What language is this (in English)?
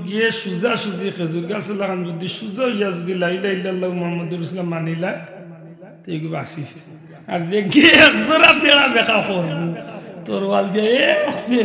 Sylheti